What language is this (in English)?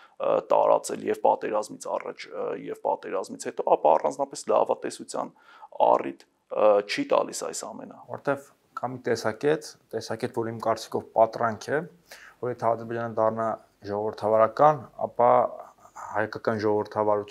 Armenian